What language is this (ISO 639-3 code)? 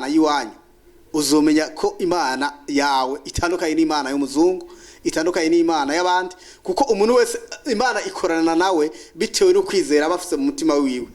run